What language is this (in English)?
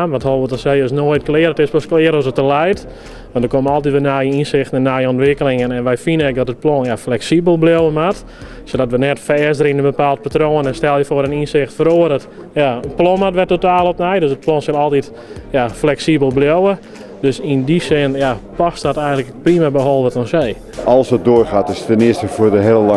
Western Frisian